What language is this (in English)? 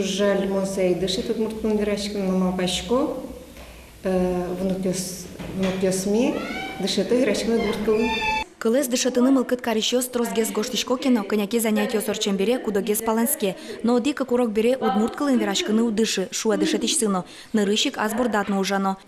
Udmurt